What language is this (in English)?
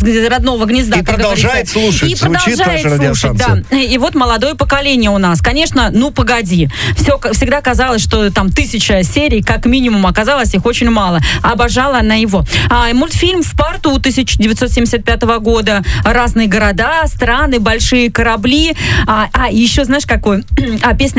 Russian